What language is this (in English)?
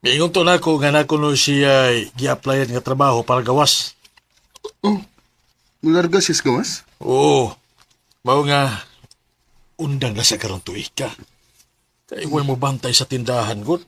Cebuano